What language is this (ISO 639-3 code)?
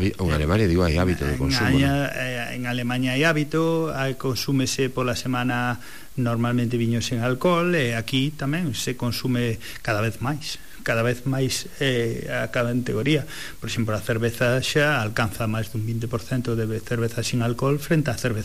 glg